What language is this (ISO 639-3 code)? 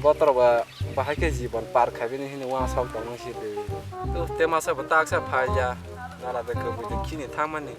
trp